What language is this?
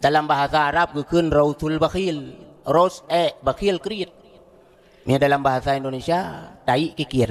Achinese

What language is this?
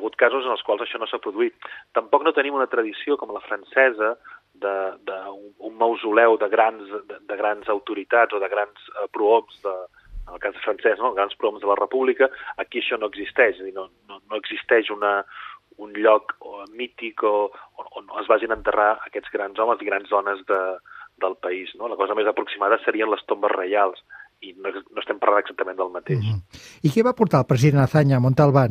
Catalan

